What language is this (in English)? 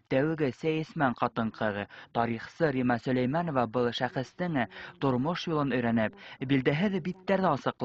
Bashkir